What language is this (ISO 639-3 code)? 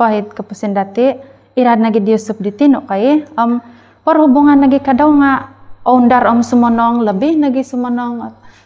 dtp